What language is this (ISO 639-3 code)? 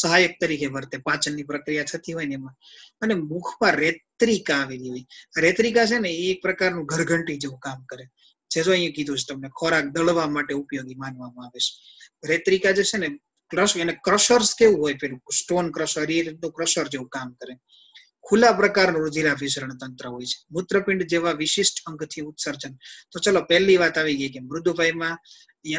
guj